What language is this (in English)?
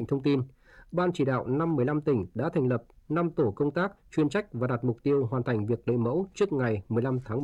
Vietnamese